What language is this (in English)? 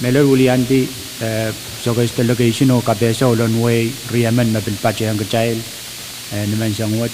Pohnpeian